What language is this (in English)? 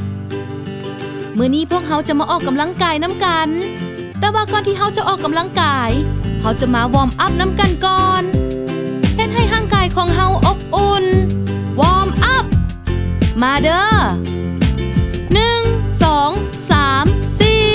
Lao